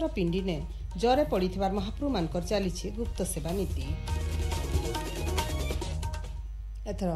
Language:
Odia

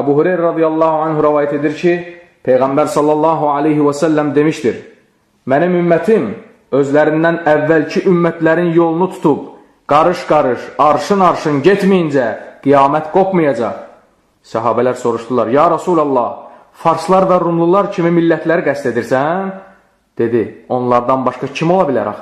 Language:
Azerbaijani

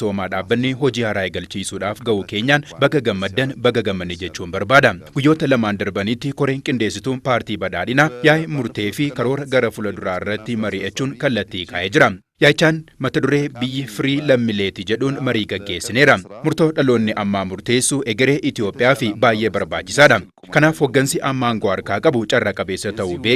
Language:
Oromo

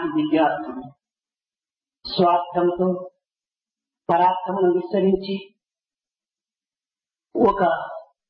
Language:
Telugu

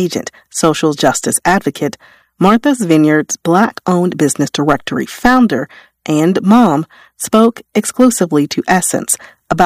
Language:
English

